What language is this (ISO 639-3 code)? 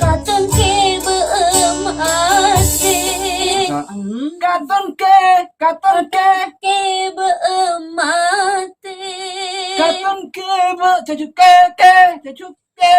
mad